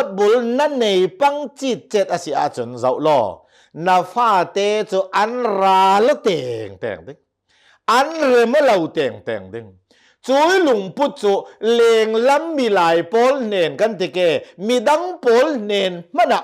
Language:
Hakha Chin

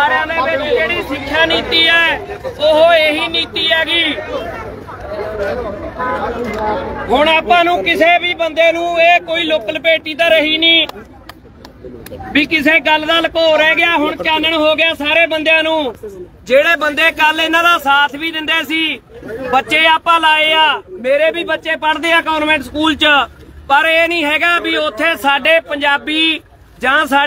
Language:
Punjabi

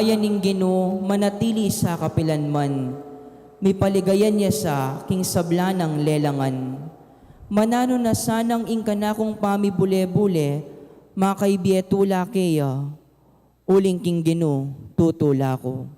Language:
Pampanga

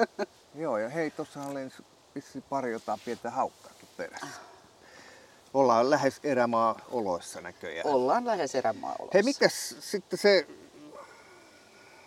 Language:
Finnish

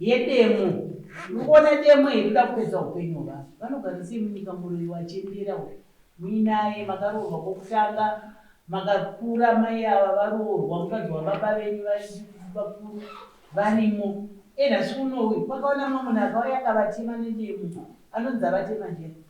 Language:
Shona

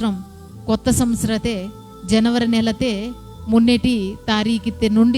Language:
Koya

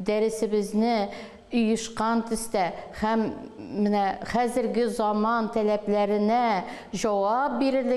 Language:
Tatar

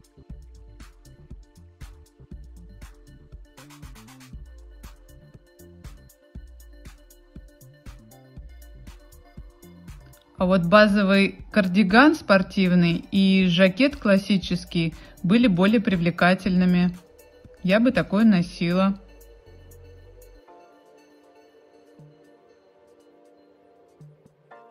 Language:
Russian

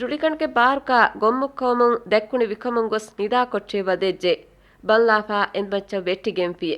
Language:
Divehi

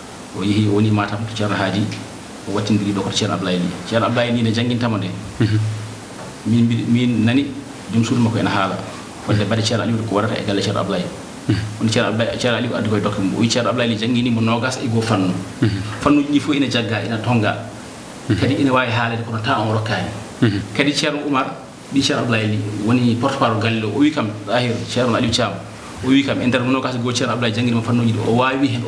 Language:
Fula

